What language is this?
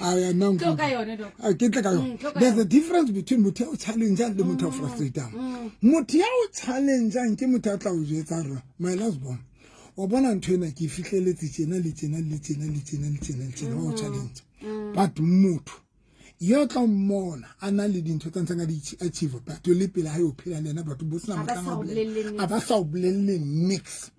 Southern Sotho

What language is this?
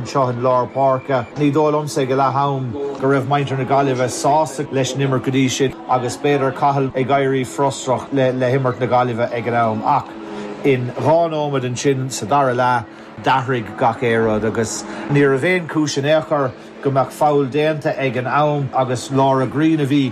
Irish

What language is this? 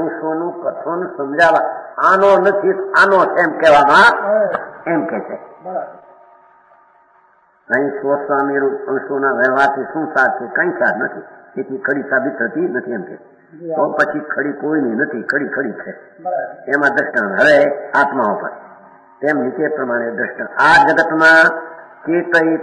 Gujarati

